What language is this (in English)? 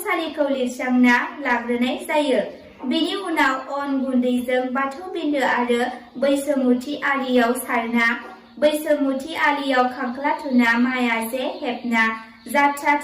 Bodo